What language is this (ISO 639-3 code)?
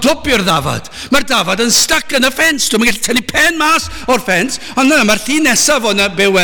cym